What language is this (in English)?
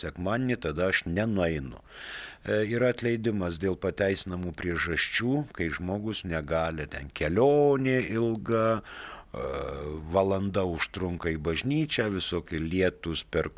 Lithuanian